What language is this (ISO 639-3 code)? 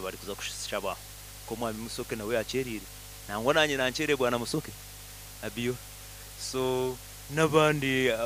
nyn